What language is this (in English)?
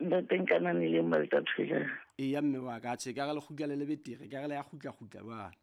Southern Sotho